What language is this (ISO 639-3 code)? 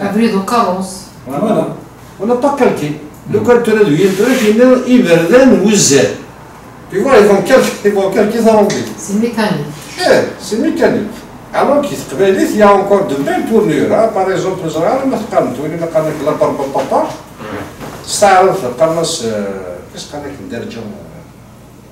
kab